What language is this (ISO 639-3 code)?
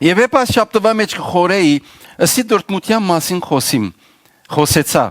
hyw